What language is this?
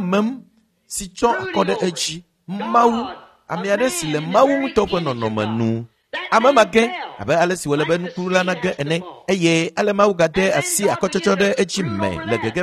Ewe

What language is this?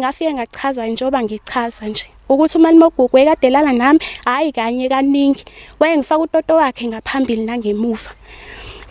Zulu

